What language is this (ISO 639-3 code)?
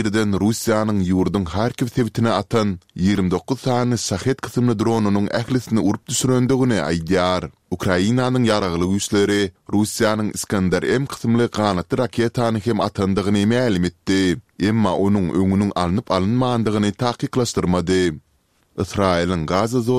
tuk